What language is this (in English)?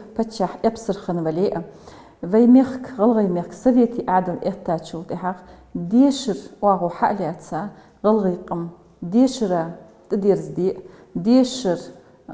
Ingush